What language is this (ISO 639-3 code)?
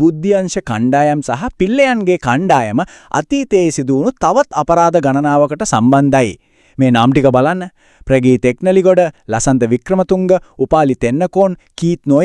sin